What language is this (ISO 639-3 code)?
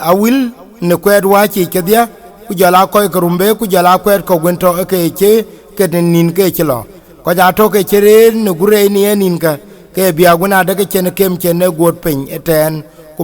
din